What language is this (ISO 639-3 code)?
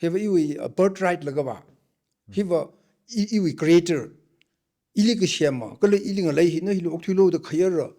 nmf